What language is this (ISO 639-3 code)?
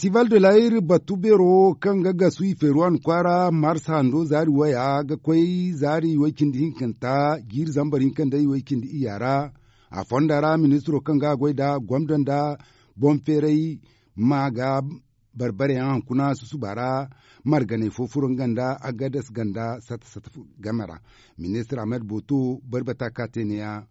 dje